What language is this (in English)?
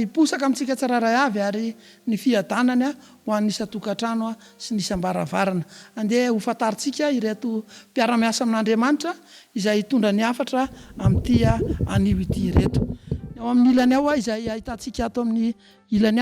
Malagasy